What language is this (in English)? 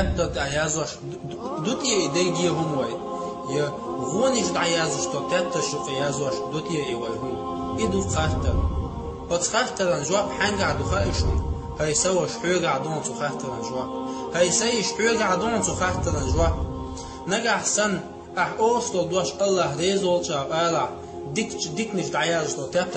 Chechen